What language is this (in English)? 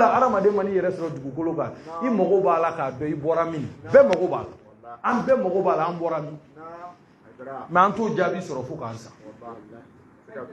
Bambara